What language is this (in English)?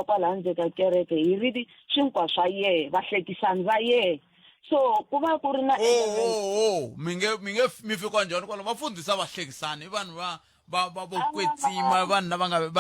Tsonga